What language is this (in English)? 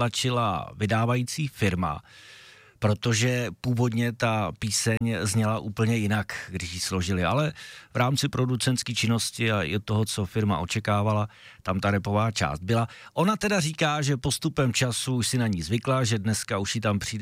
Czech